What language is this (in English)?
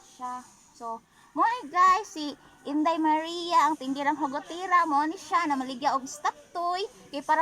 Cebuano